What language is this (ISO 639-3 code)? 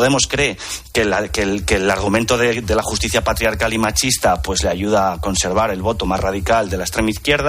spa